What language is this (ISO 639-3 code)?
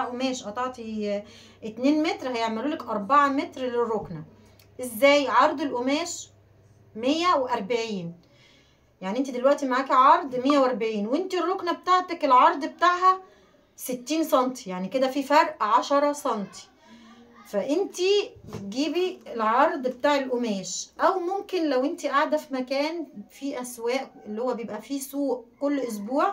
arz